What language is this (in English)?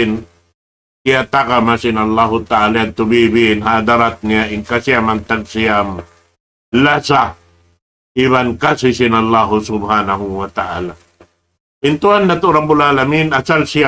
Tausug